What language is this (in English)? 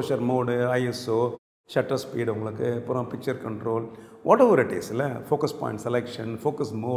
Tamil